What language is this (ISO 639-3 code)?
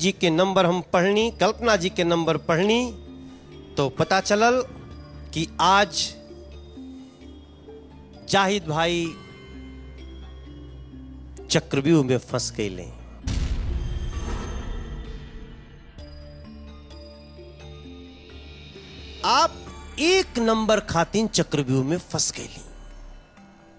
bho